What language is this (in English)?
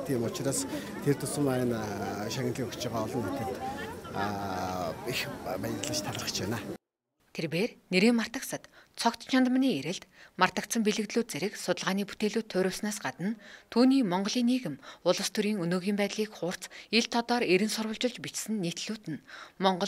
Mongolian